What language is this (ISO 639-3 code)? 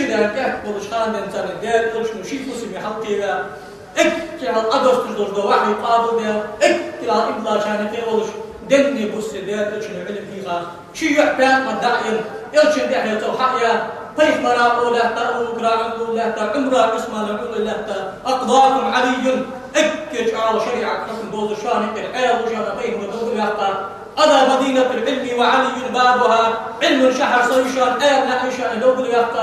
inh